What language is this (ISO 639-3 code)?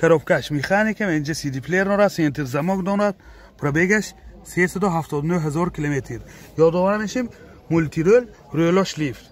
tgk